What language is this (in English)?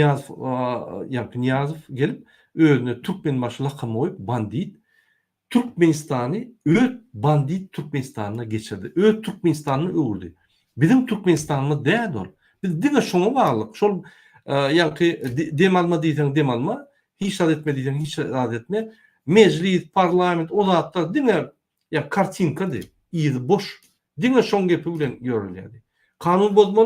Turkmen